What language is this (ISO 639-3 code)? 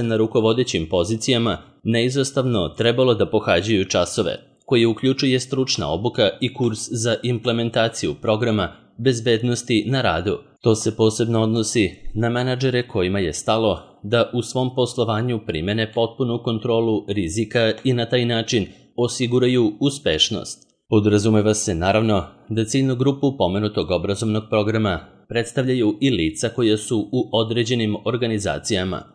srp